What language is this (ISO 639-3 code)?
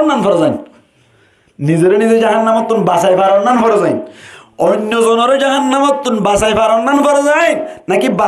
rhg